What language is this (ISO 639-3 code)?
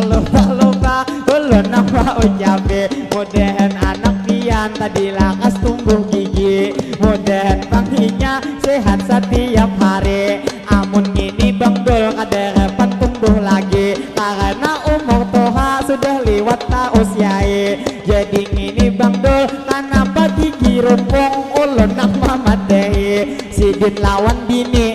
bjn